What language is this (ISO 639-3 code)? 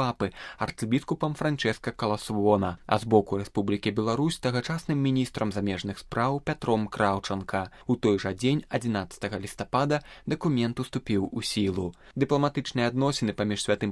bel